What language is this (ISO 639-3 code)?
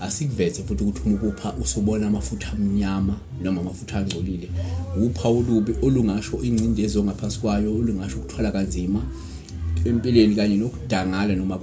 zul